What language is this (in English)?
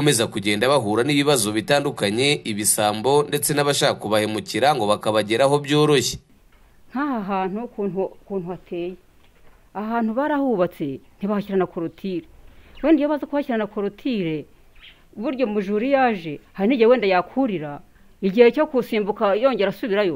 Kinyarwanda